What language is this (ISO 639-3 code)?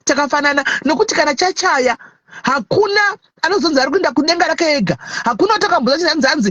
sna